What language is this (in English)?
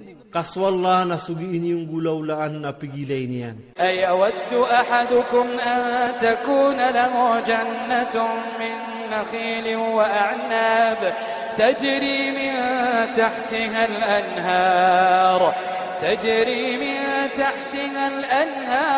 Iranun (Philippines)